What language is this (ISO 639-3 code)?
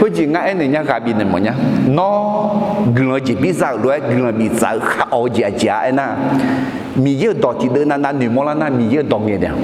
ahk